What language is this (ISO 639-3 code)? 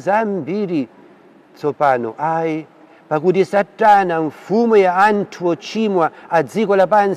nya